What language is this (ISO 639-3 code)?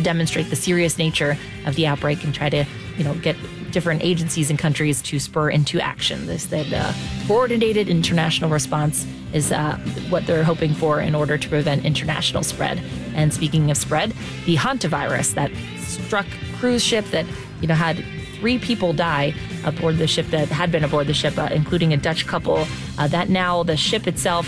eng